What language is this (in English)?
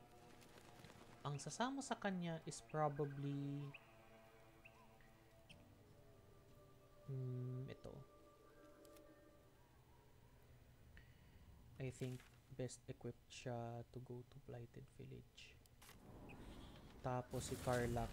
Filipino